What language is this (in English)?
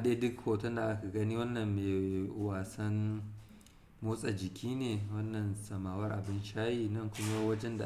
Hausa